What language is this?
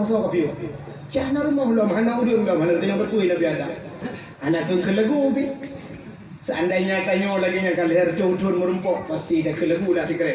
Achinese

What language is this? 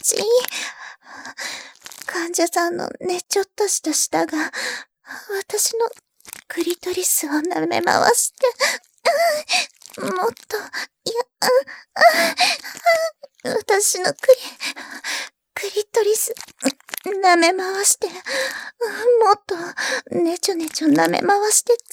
Japanese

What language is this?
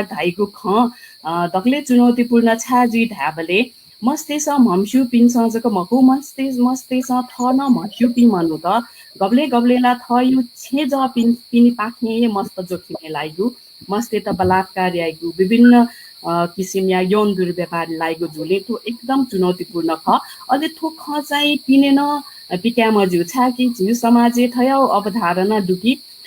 Newari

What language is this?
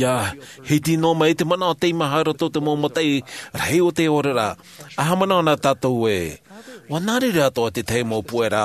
Tahitian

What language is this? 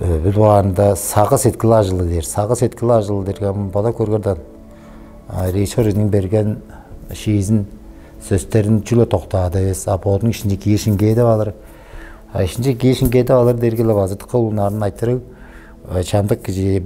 Tuvinian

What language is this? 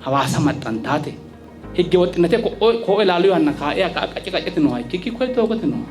Sidamo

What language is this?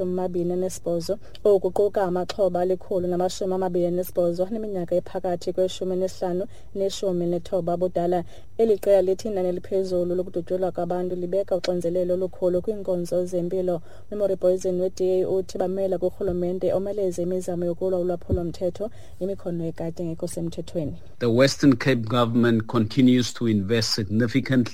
Xhosa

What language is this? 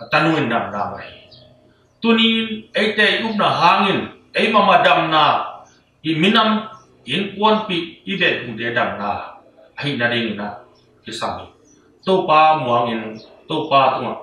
Tedim Chin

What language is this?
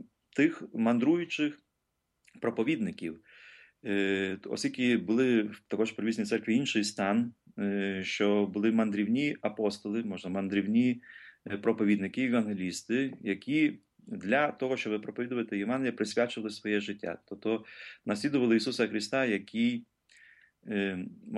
Ukrainian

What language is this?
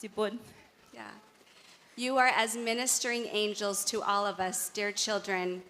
Gilbertese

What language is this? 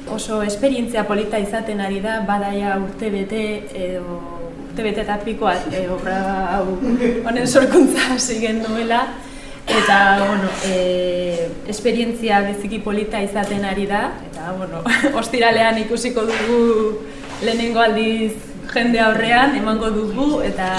Basque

